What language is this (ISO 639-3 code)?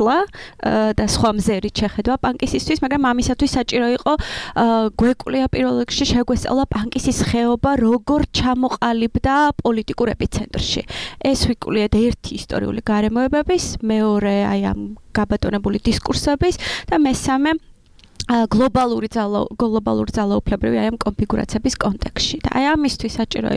kat